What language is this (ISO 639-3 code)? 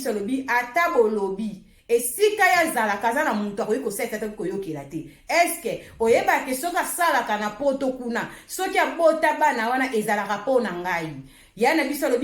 lin